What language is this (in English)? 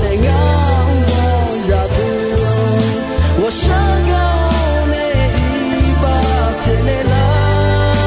Akha